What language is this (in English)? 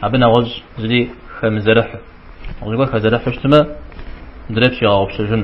Kabardian